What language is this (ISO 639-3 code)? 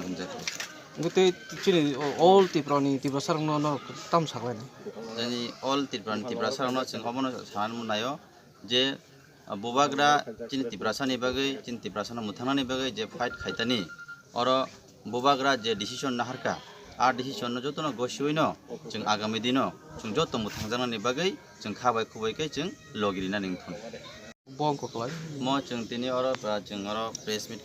trp